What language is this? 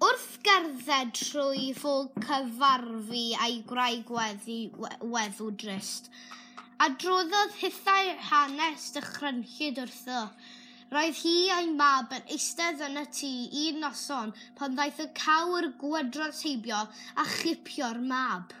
Welsh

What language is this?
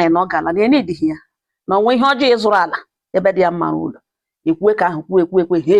Igbo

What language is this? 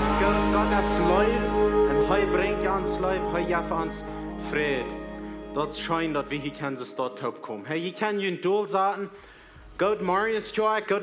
Plautdietsch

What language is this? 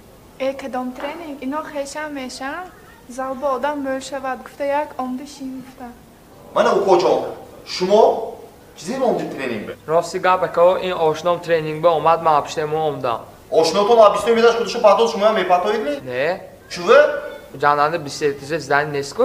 Tajik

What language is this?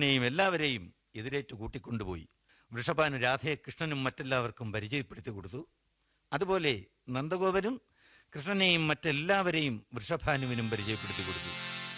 Malayalam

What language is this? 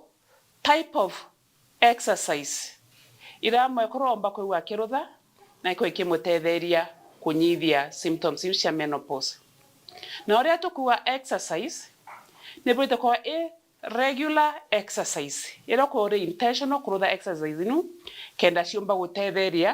Meru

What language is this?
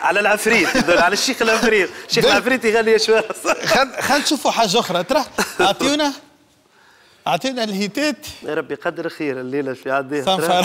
Tunisian Arabic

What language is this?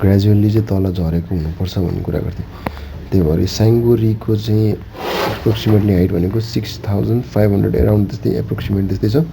Nepali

